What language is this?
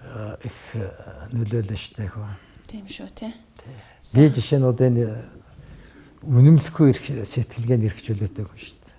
Mongolian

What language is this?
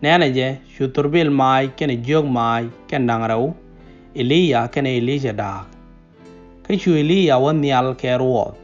Nuer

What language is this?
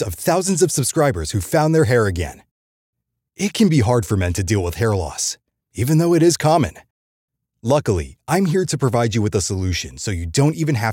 English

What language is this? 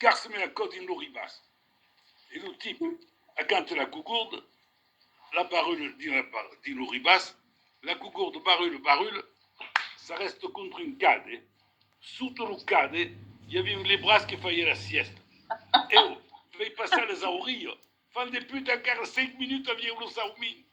Occitan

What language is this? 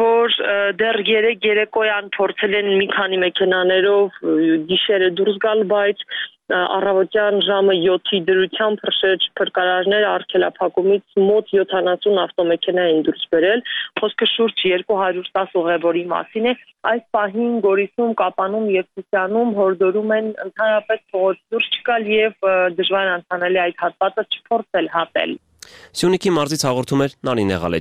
Armenian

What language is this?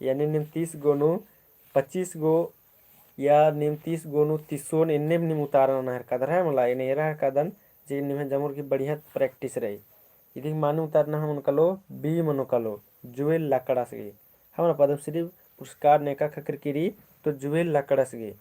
Kurukh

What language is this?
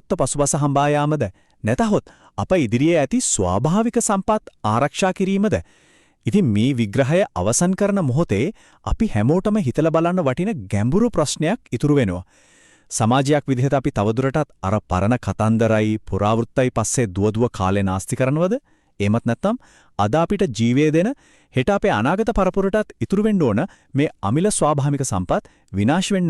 Sinhala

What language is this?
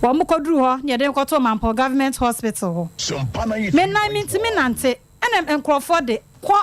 Akan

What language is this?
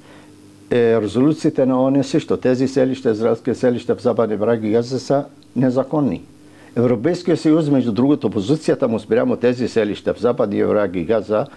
Bulgarian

